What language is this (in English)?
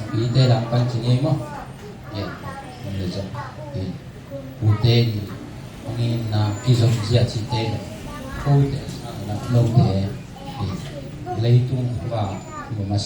Tedim Chin